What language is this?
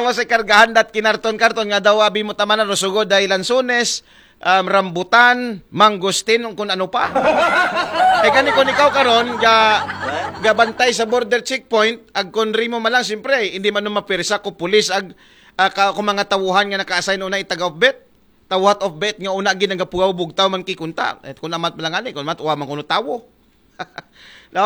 Aklanon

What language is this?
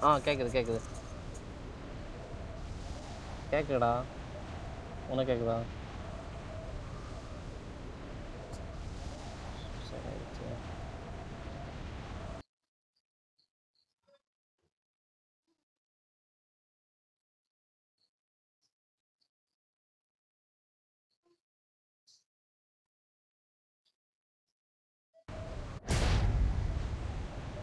Tamil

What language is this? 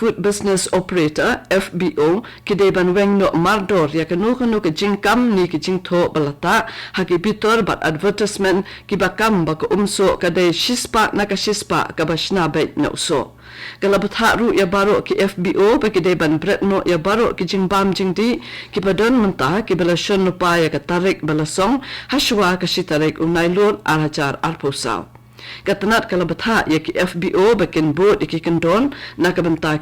Khasi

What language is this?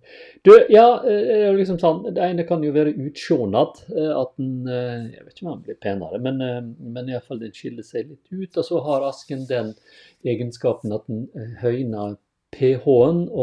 Norwegian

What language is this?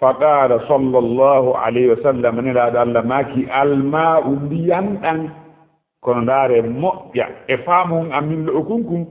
Fula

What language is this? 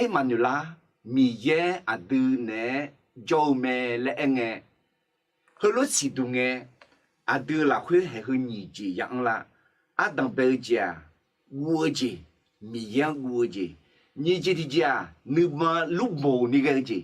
Akha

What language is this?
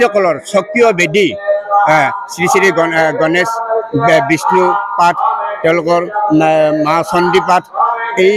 Assamese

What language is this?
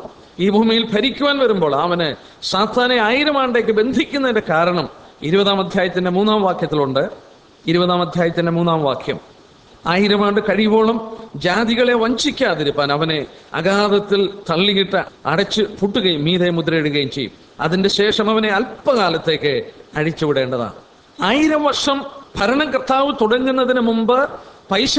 Malayalam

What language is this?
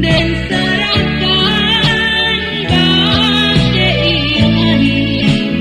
Minangkabau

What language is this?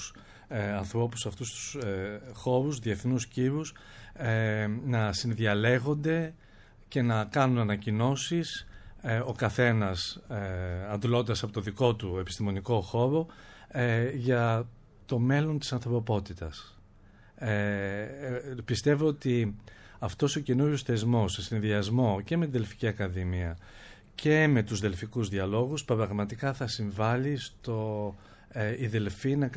Greek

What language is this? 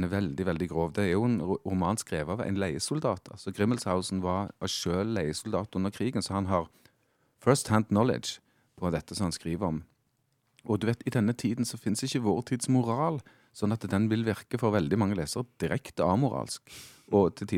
Norwegian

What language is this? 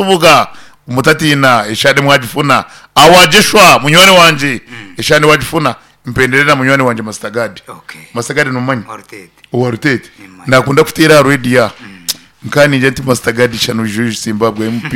Nyankole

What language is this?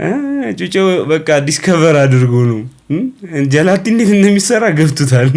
Amharic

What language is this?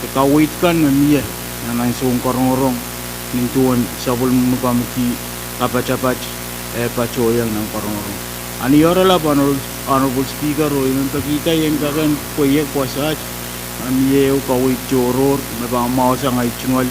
Pohnpeian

